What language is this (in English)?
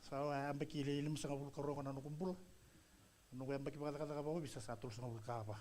Fijian